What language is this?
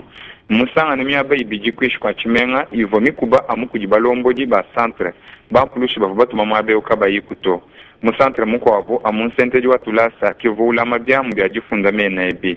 Luba-Lulua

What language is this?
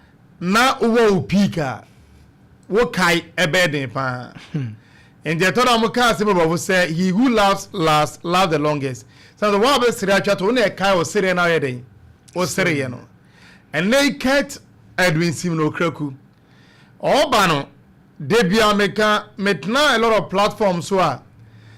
Akan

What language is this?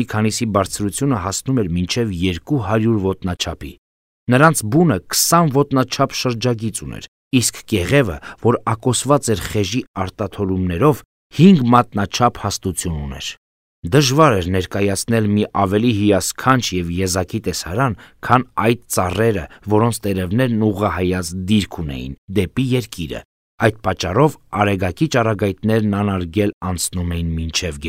Armenian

